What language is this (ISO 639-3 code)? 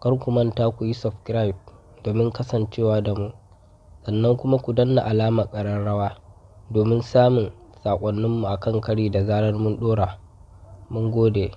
hau